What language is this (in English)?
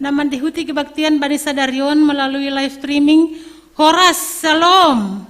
Batak Simalungun